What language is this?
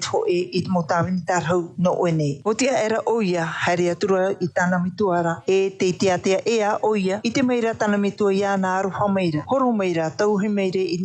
Tahitian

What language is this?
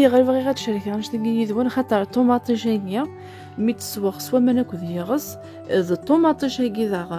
Kabyle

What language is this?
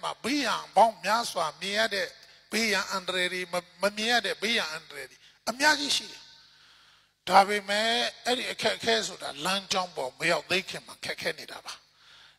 Burmese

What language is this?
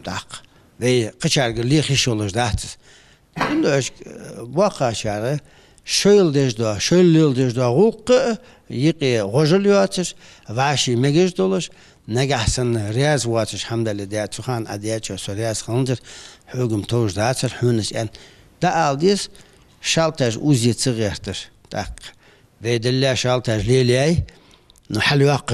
Ingush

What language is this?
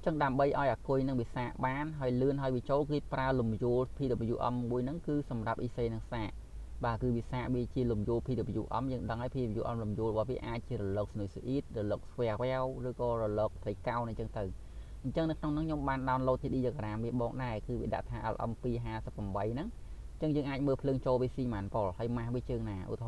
Khmer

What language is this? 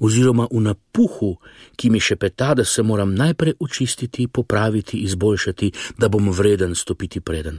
Slovenian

